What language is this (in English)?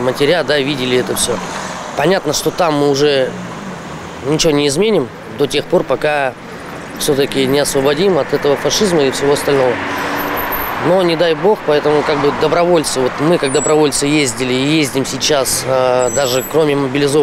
Russian